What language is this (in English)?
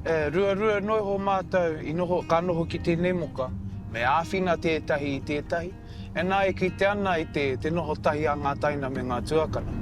Māori